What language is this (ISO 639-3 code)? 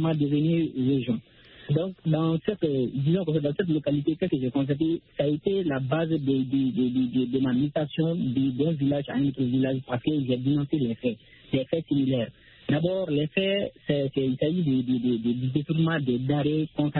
fra